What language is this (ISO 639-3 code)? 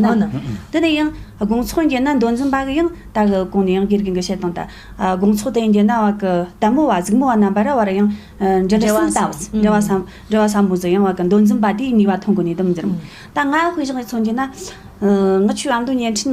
bod